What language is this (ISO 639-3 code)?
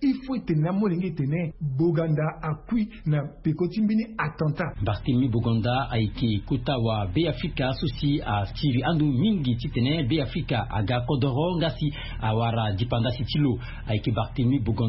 sag